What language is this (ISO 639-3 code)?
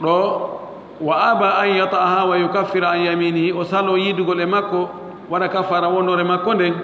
ful